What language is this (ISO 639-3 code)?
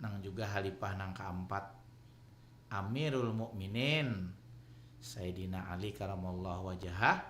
bjn